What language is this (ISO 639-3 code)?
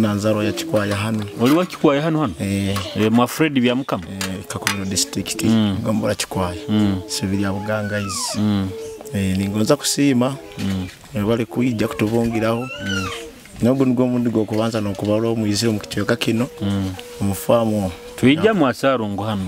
nyo